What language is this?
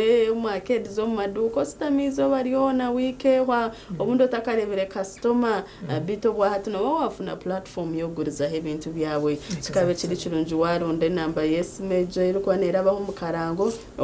Nyankole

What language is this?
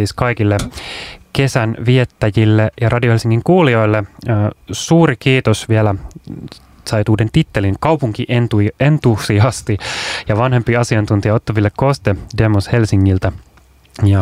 Finnish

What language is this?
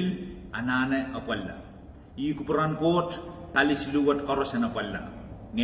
Pohnpeian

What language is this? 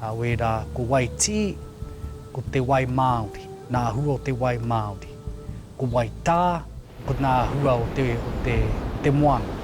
Māori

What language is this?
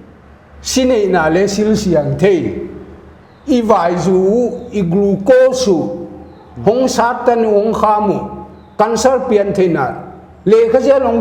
Paite Chin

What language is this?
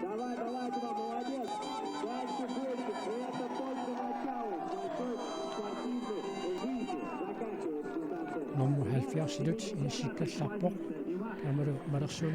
Kalaallisut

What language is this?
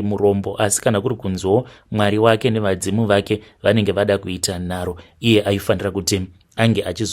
Shona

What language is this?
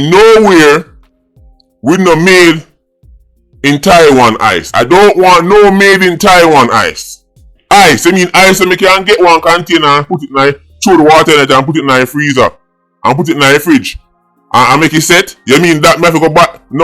Jamaican Creole English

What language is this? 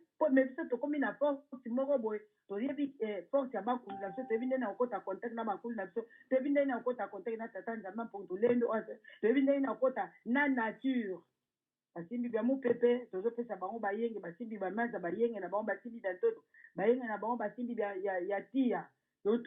Lingala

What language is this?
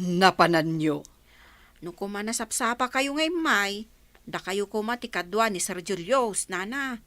Iloko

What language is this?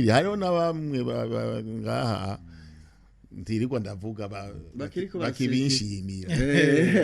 Rundi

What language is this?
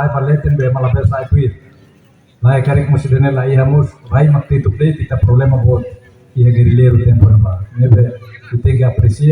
Tetum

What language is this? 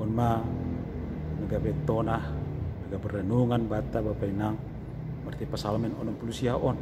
Batak Simalungun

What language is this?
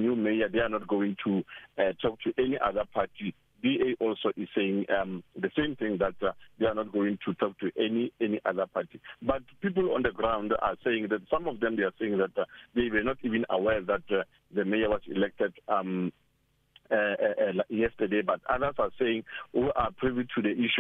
English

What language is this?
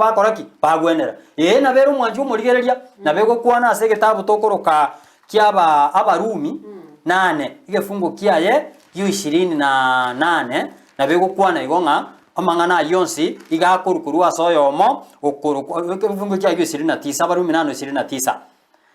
Gusii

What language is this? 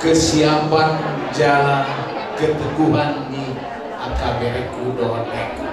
Batak Toba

